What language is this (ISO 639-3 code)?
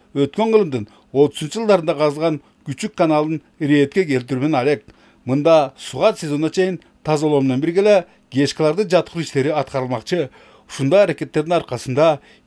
kir